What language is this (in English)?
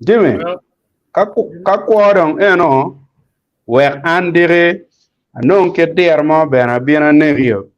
Acoli